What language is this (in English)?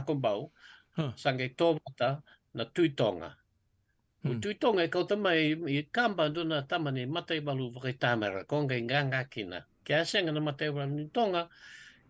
Fijian